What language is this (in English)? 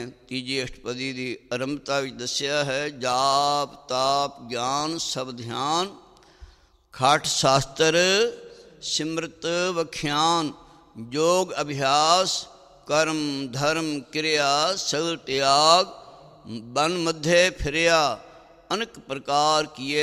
Punjabi